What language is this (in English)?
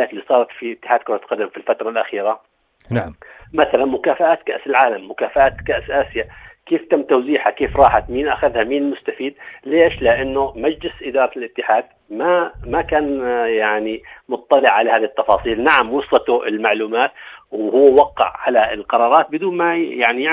North Levantine Arabic